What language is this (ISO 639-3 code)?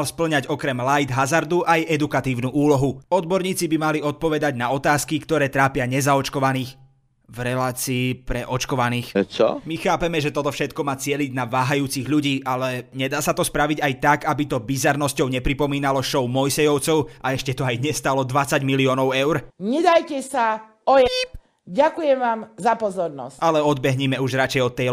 slk